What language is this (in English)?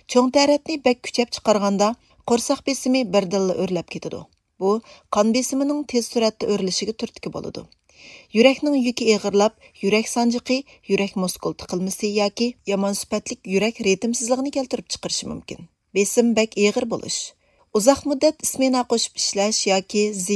Uyghur